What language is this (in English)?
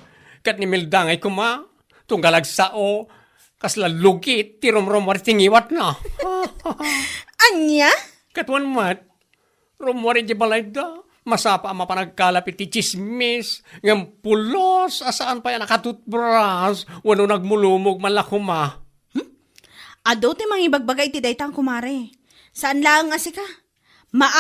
Iloko